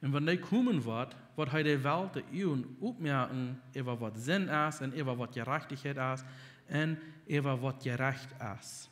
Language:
Plautdietsch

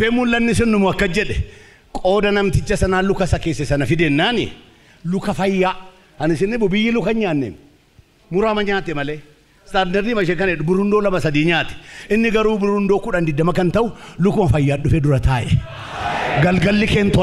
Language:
Oromo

